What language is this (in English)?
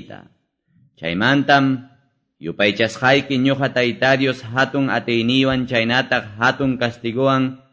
Quechua